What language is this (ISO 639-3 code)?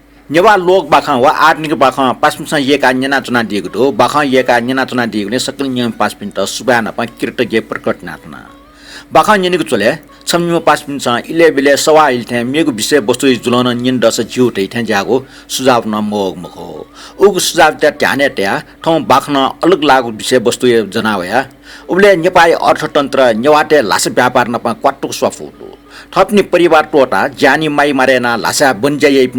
new